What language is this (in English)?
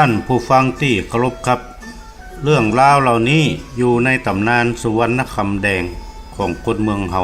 Northern Thai